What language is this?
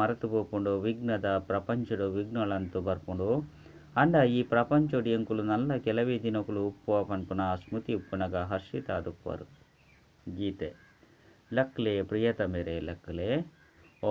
Tulu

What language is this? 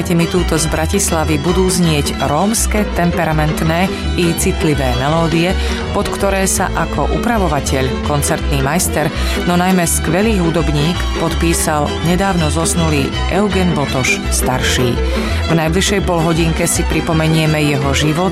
Slovak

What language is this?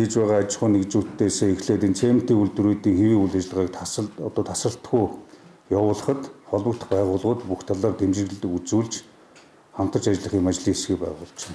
Mongolian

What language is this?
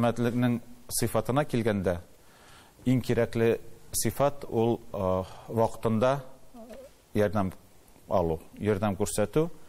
Tatar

